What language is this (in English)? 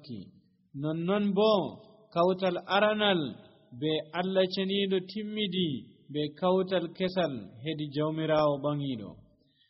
Nigerian Fulfulde